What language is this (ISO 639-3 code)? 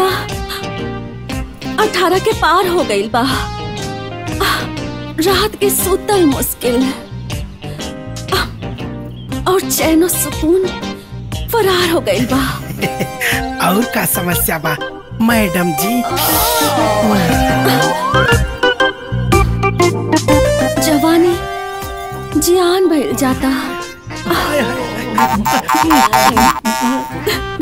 bho